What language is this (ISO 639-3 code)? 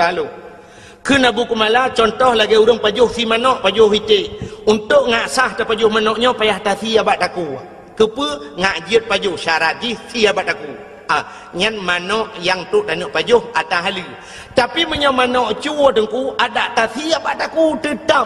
ace